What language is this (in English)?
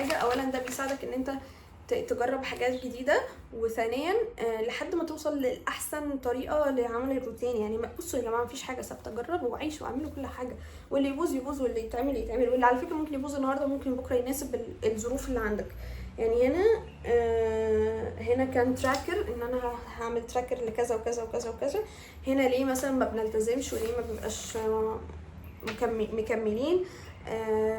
Egyptian Arabic